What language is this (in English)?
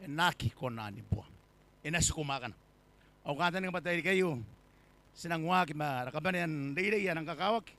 Gilbertese